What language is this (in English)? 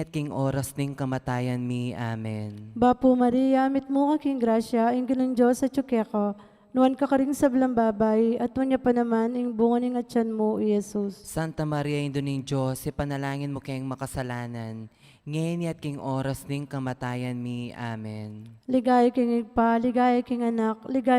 Pampanga